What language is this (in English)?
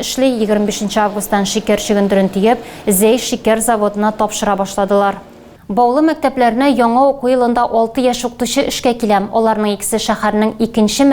Tatar